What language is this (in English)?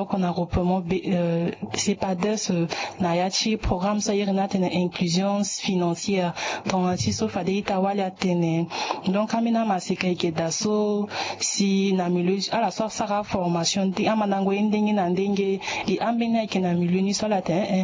Sango